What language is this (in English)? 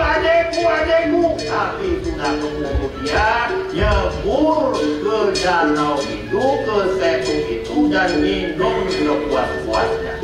Betawi